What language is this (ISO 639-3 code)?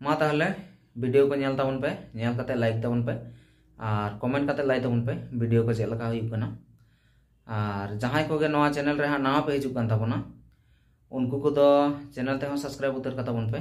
sat